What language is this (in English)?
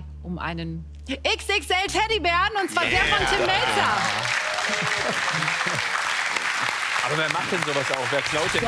German